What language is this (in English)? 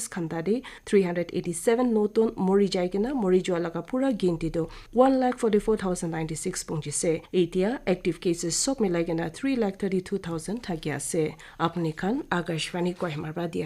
Naga Pidgin